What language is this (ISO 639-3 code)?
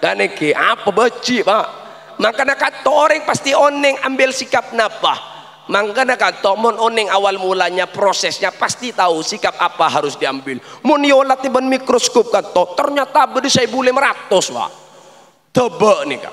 mad